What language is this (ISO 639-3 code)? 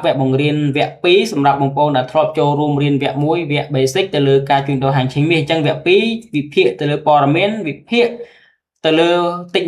khm